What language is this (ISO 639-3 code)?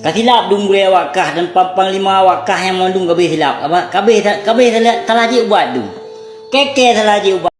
ace